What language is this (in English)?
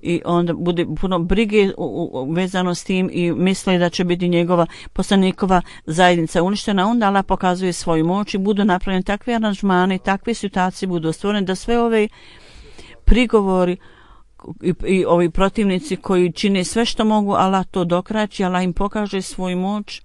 Bosnian